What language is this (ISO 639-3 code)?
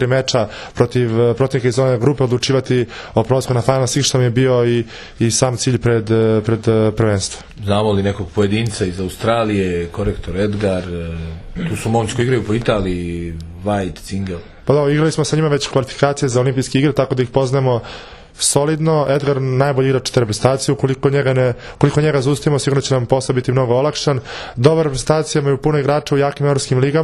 srp